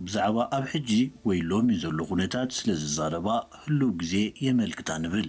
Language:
Tigrinya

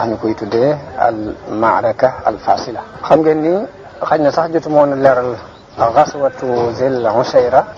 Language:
Wolof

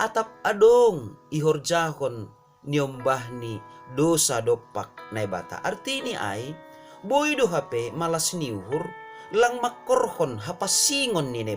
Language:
Batak Simalungun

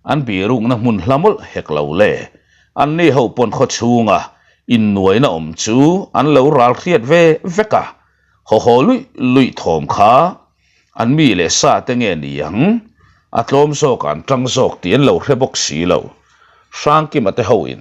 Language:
Mizo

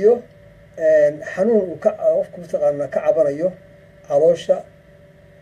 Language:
Somali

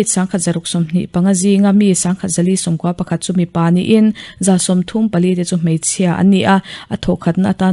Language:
Mizo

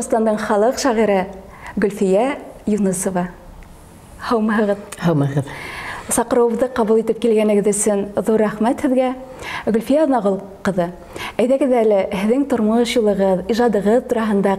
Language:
Bashkir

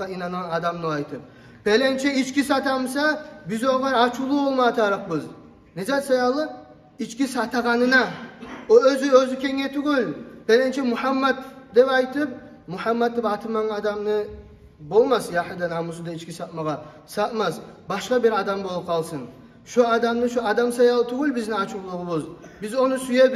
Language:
Kumyk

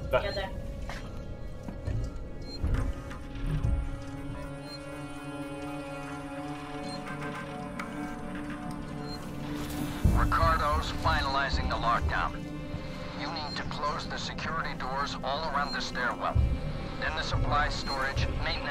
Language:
Hungarian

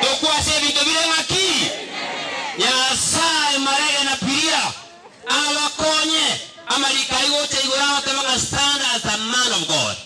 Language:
Gusii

